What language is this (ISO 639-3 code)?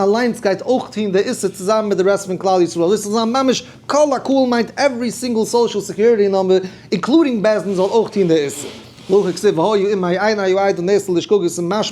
yid